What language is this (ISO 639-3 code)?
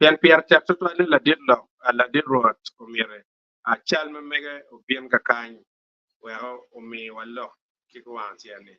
ach